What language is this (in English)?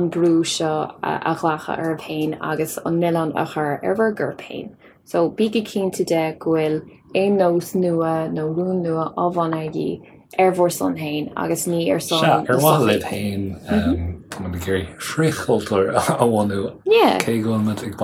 Irish